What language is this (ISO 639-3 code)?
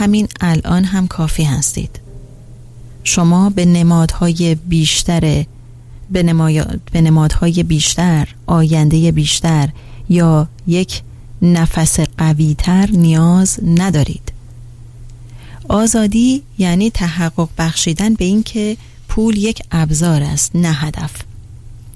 fas